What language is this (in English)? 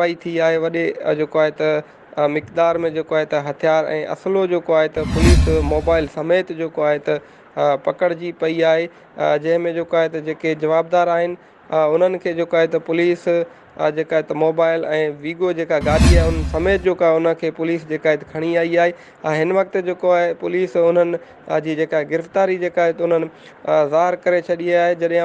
Sindhi